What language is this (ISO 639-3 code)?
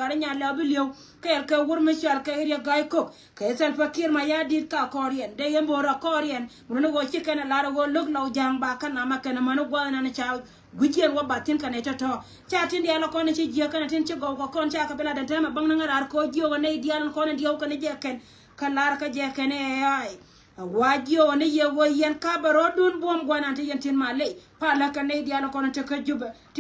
nus